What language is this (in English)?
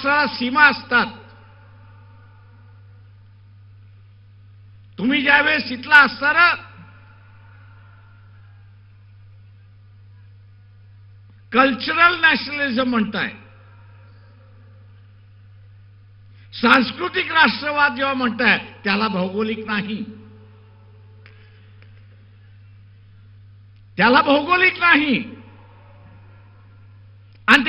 Marathi